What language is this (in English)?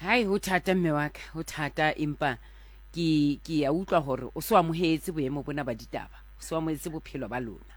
Southern Sotho